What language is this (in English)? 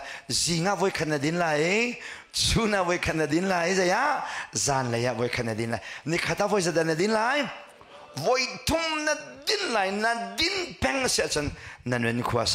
Hakha Chin